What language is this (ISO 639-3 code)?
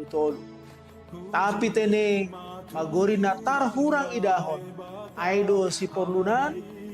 bts